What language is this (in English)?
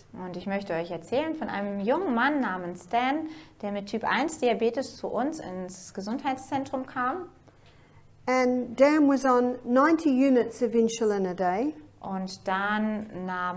German